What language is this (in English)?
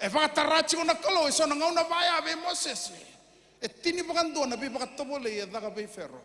Fijian